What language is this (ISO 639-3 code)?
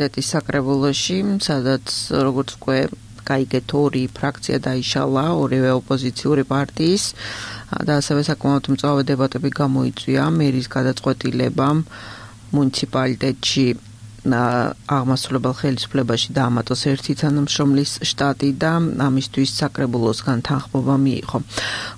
kat